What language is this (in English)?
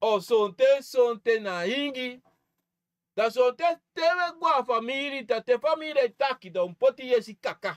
Sranan Tongo